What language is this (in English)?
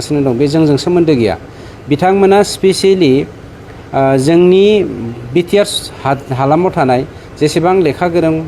Bodo